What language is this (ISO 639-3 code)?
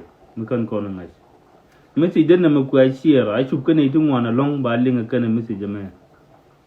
nus